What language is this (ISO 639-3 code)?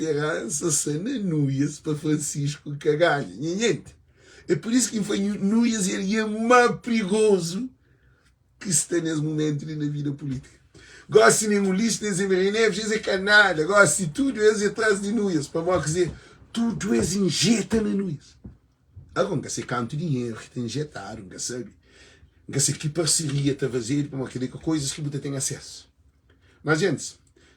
kea